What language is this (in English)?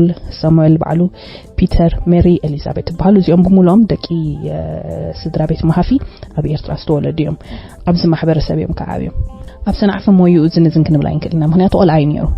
Tigrinya